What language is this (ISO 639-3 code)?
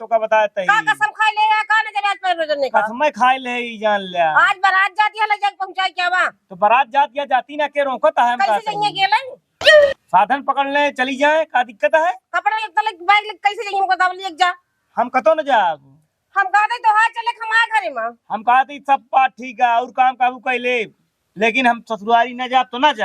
awa